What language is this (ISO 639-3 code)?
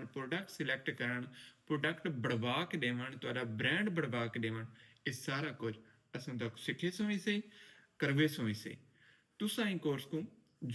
skr